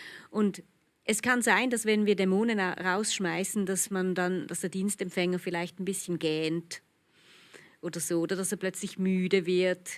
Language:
Swiss German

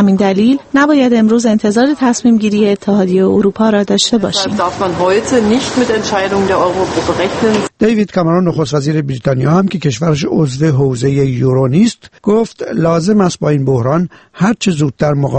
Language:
Persian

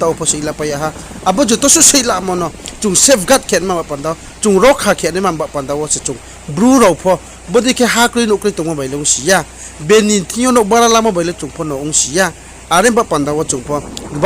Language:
Riang (India)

